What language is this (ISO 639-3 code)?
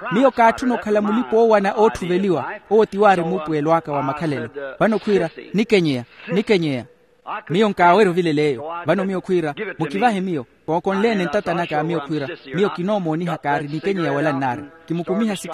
vmw